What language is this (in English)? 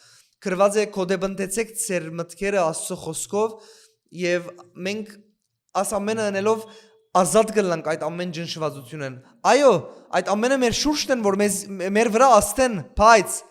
Western Armenian